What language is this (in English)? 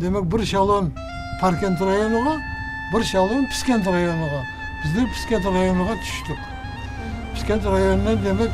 Crimean Tatar